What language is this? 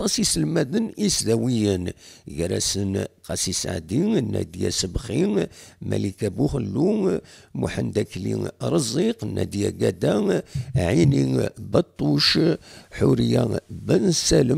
Kabyle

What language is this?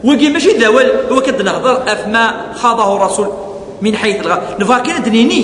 Kabyle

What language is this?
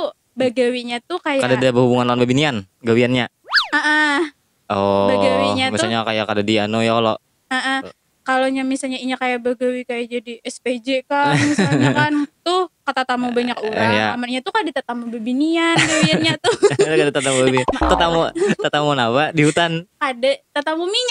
Banjar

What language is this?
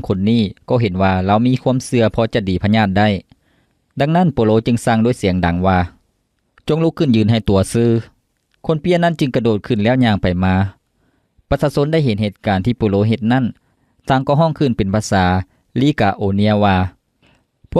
Lao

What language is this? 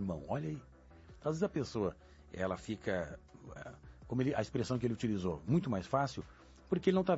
Portuguese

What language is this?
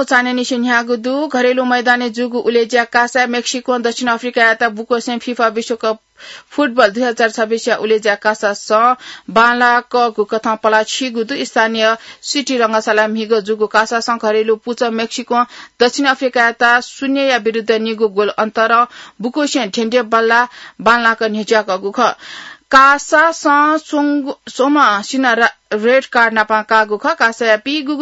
Newari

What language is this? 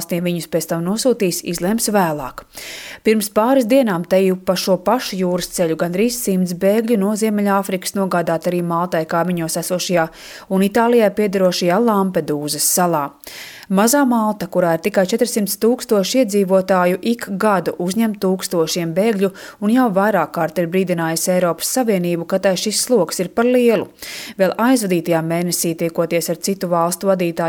Latvian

